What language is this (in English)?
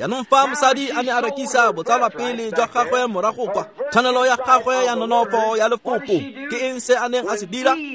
Tswana